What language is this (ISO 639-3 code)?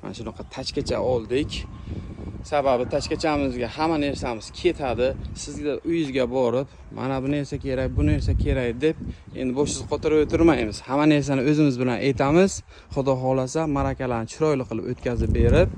uzb